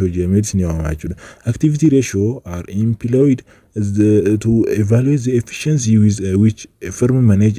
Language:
Oromo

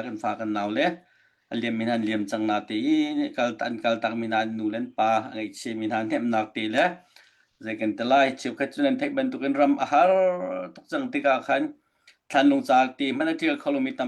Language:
Hakha Chin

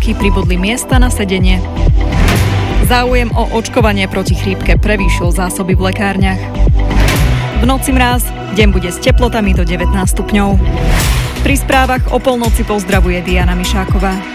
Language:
Slovak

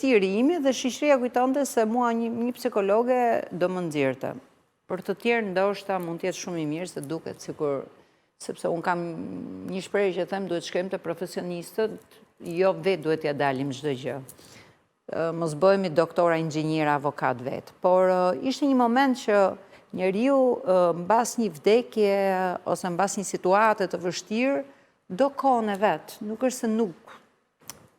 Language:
Albanian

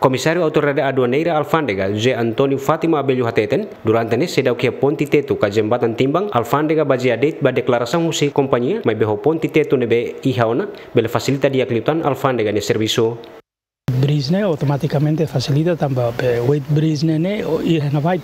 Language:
Tetum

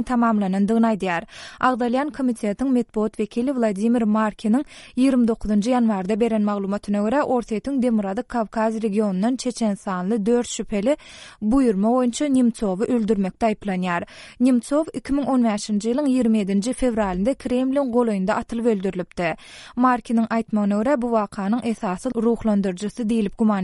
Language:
Turkmen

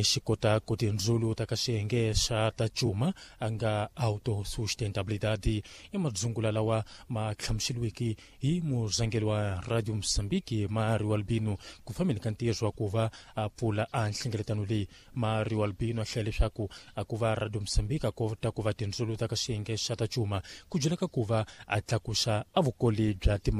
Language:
Tsonga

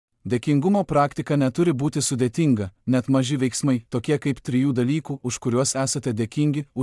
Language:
Lithuanian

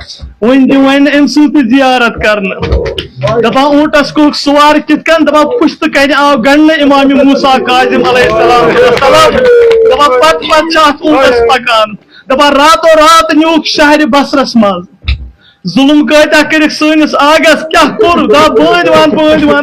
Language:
Kashmiri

